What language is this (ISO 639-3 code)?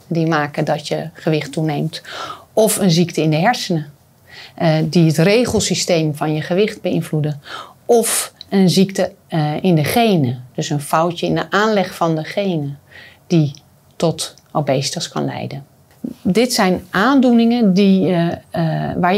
nld